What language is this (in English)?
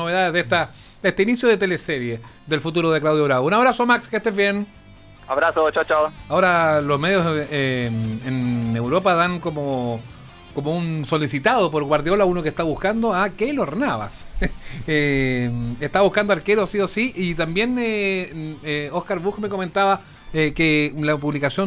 Spanish